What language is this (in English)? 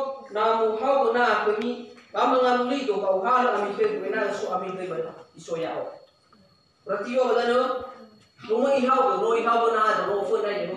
Nias